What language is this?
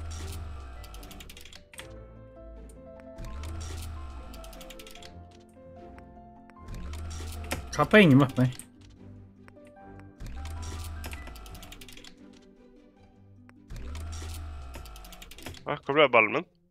Norwegian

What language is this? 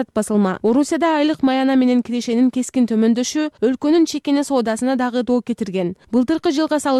Kyrgyz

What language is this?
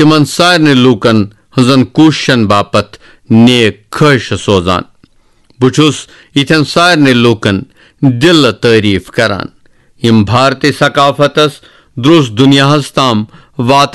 Kashmiri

